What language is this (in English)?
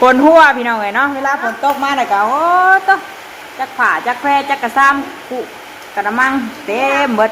Northeastern Thai